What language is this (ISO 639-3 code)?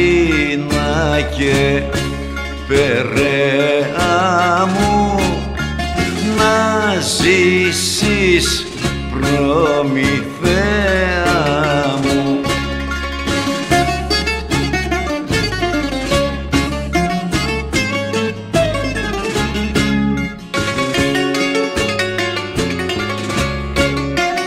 ell